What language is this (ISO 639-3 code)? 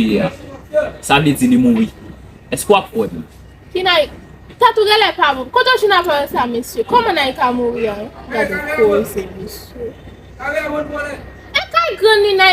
hat